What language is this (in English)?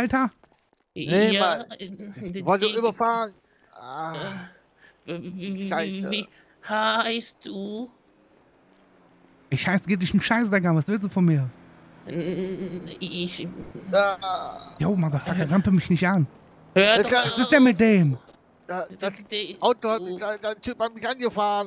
German